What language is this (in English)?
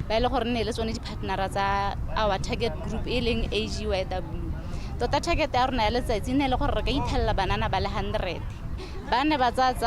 Tswana